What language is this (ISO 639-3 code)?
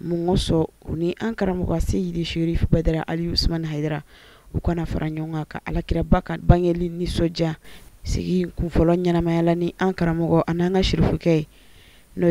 bam